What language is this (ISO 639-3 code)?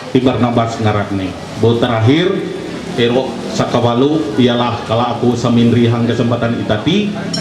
mhy